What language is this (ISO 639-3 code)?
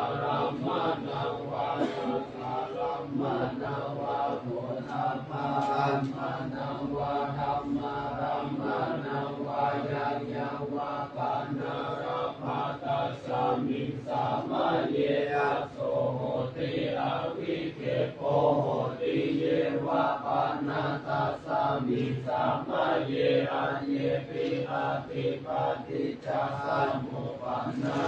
pli